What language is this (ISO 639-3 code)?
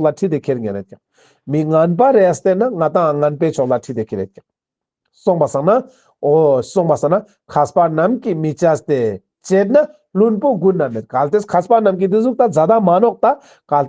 lbj